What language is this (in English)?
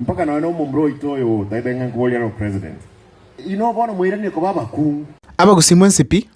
Gusii